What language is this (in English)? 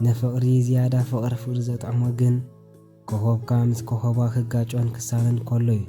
Tigrinya